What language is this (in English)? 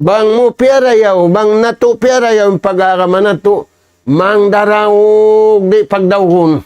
Tausug